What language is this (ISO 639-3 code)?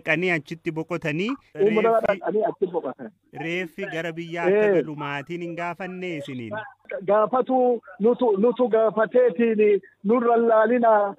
orm